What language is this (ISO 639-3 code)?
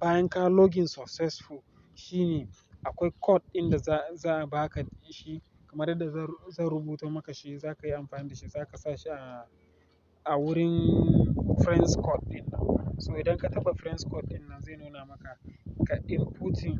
hau